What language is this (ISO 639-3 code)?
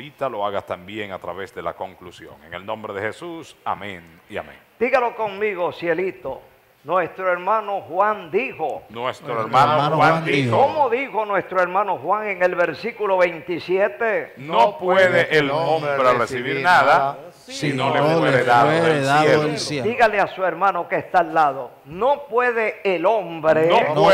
spa